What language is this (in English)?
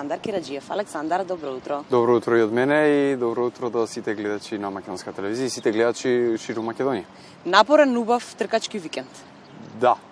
Macedonian